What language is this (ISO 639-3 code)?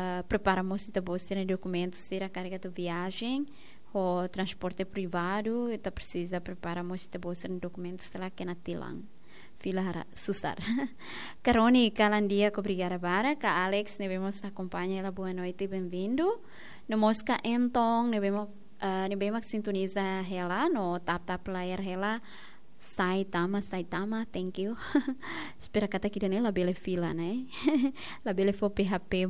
tet